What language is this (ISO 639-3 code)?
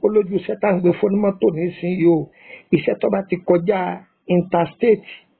yor